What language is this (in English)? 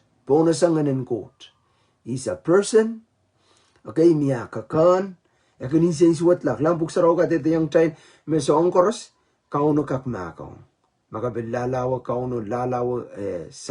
Pohnpeian